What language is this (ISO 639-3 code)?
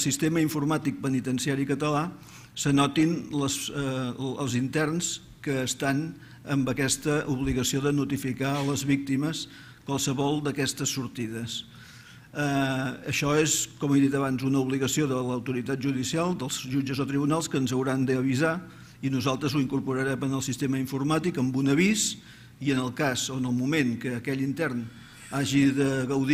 cat